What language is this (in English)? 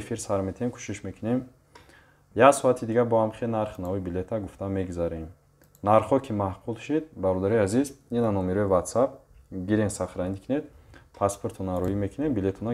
Tajik